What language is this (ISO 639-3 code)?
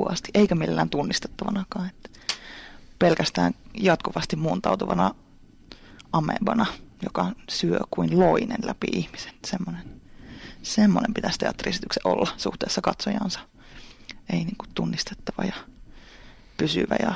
fin